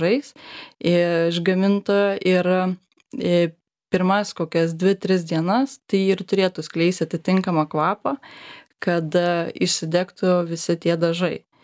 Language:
Lithuanian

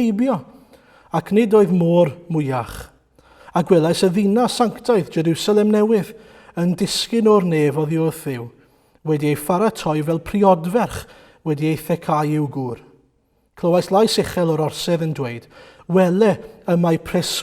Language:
Welsh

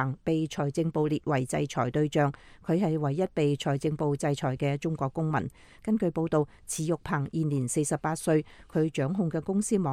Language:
Cantonese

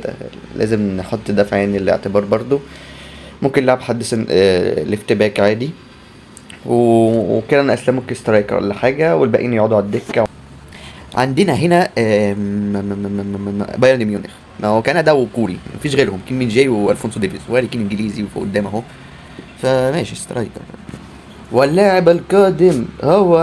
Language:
Egyptian Arabic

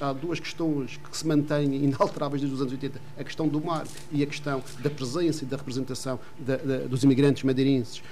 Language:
Portuguese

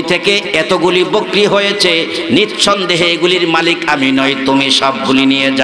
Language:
Bangla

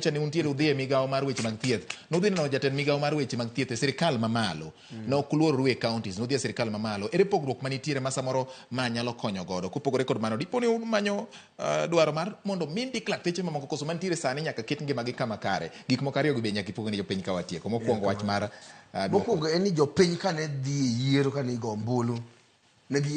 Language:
Luo (Kenya and Tanzania)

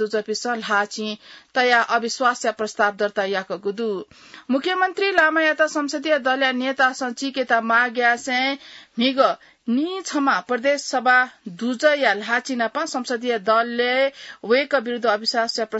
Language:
Newari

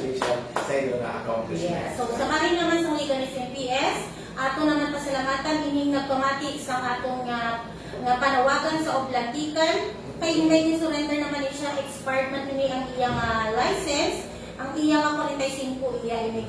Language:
Hiligaynon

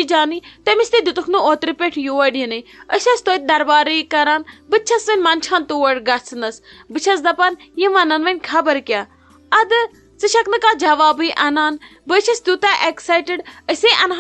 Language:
Kashmiri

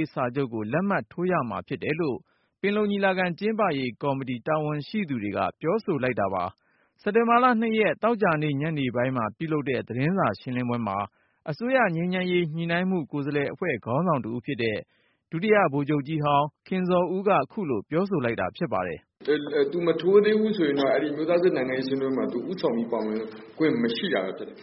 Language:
Burmese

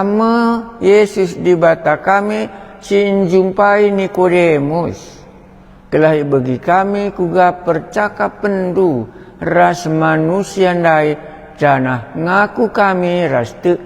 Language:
Batak Karo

